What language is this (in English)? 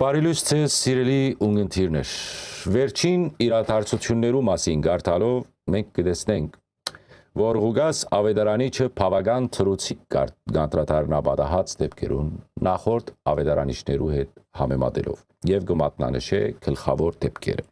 Western Armenian